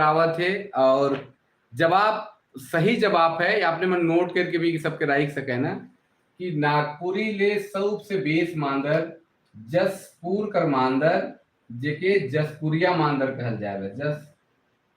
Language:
Sadri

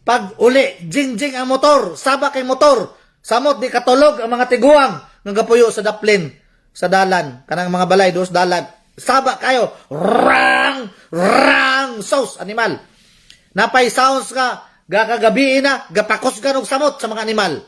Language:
Cebuano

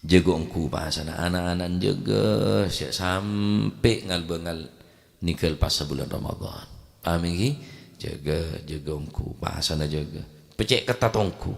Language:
Madurese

